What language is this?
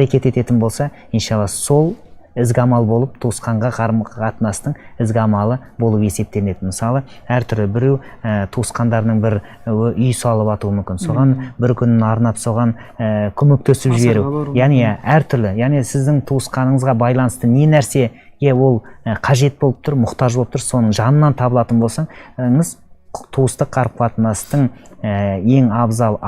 Kazakh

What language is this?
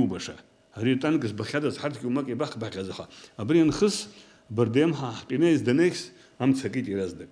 Abkhazian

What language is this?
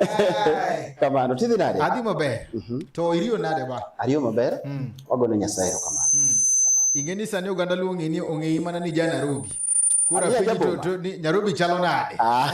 Luo (Kenya and Tanzania)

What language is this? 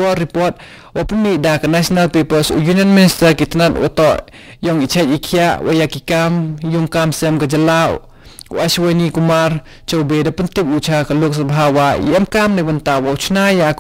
Khasi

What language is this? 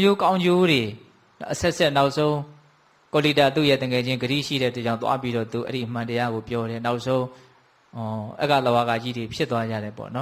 Burmese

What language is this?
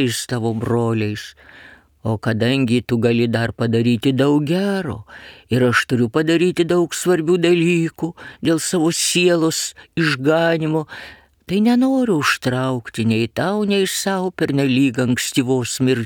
Lithuanian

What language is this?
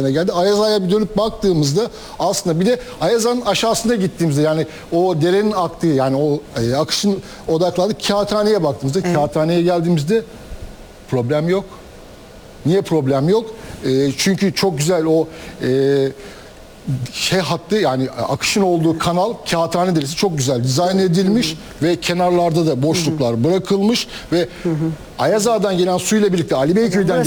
Turkish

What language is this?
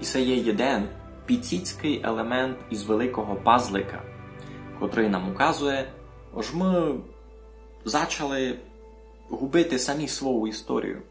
Rusyn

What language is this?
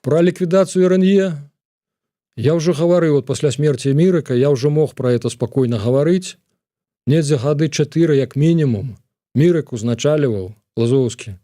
Belarusian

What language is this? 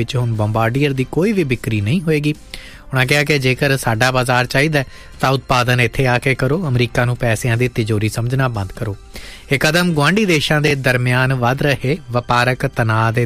Punjabi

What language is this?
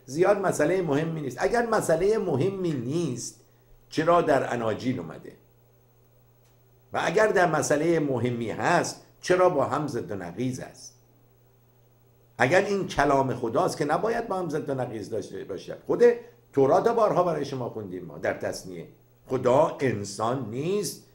Persian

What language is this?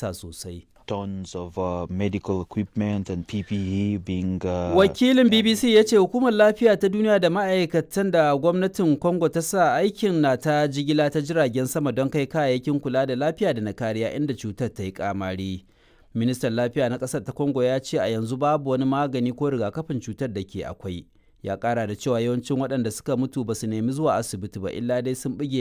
Hausa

